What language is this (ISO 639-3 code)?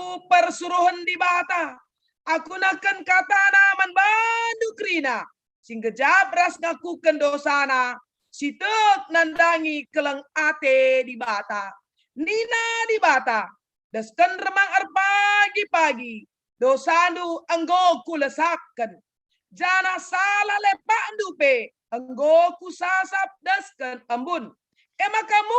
btx